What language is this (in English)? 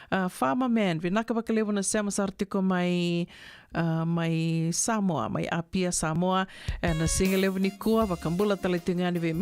Fijian